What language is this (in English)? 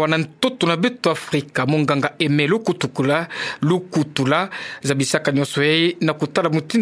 Kituba (Democratic Republic of Congo)